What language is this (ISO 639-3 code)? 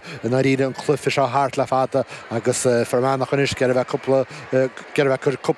gle